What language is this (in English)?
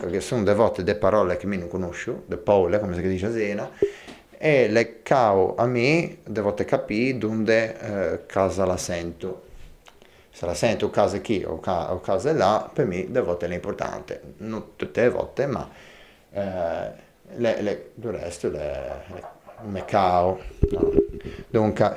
Ligurian